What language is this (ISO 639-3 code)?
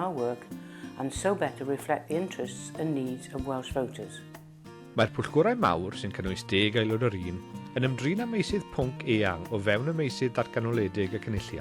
cym